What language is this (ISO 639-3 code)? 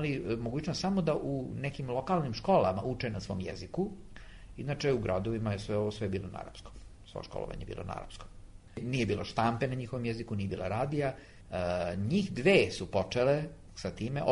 srp